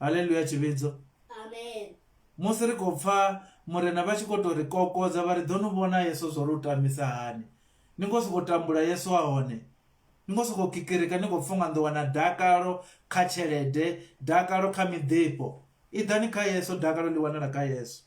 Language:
Venda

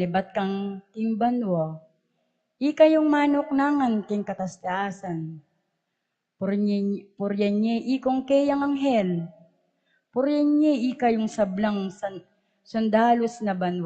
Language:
Pampanga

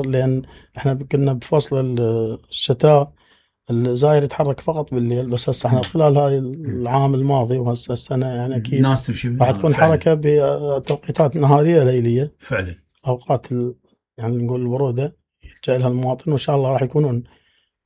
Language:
Mesopotamian Arabic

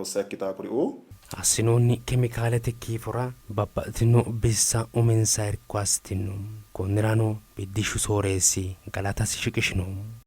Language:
Sidamo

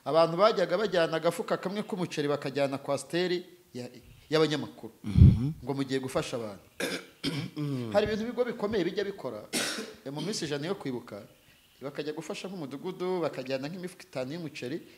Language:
Kinyarwanda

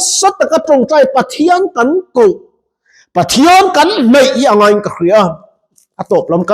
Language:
Mizo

